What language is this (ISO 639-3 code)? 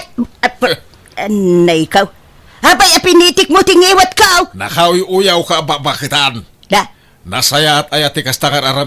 ilo